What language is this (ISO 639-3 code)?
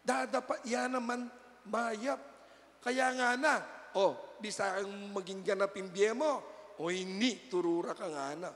pam